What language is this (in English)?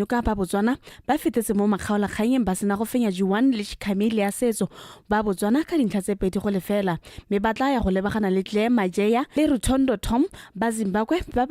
Tswana